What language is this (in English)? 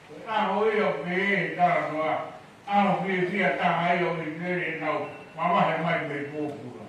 Tongan